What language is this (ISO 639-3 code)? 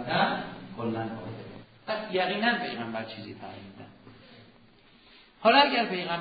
fas